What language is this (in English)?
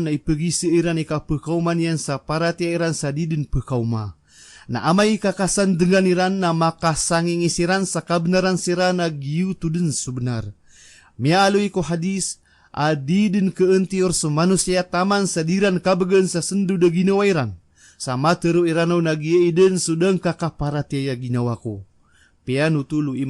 Maranao